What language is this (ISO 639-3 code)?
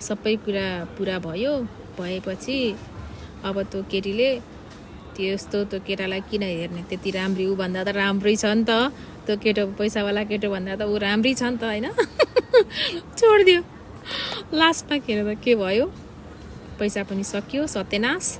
nep